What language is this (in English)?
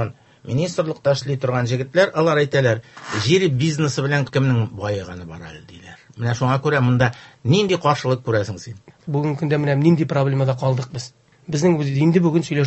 Tatar